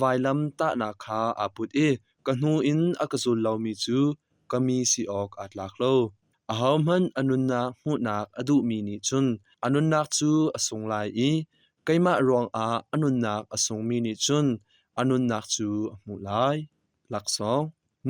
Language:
Hakha Chin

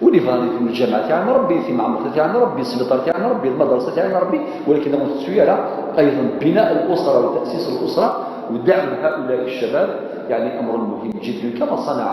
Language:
Kabyle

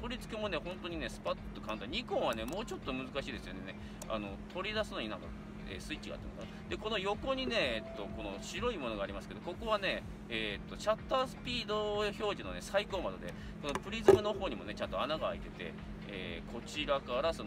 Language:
Japanese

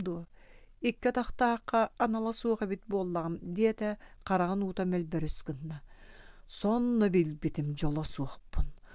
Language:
Yakut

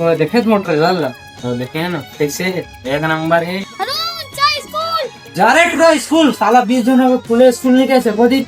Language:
Chhattisgarhi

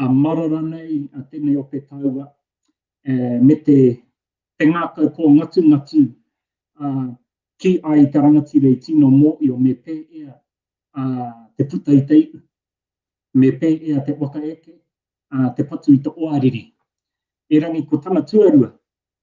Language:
Māori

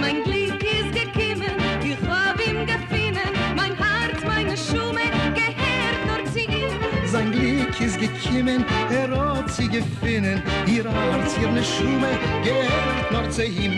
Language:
Yiddish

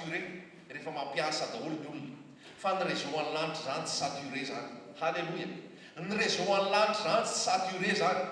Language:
Malagasy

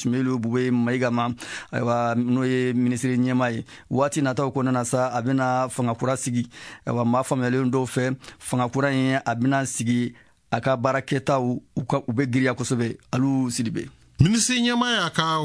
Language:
Bambara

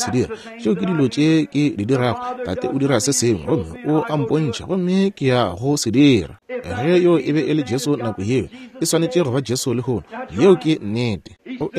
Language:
Northern Sotho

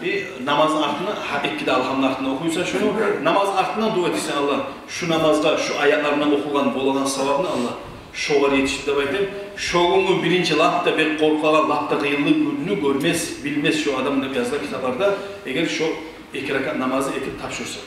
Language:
Kumyk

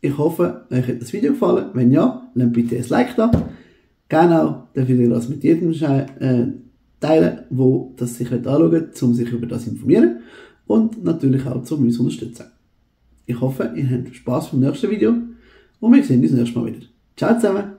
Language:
Swiss German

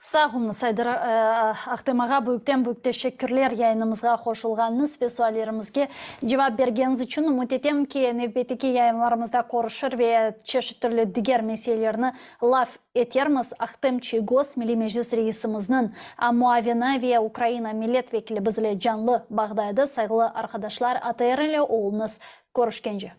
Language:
Crimean Tatar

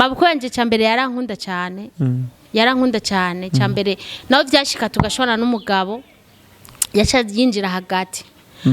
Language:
Rundi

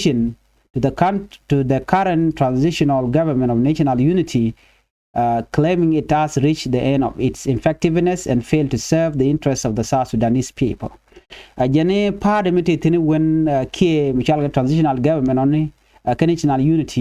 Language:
Nuer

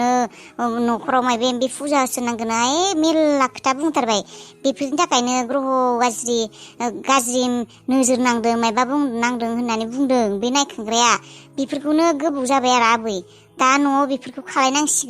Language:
Bodo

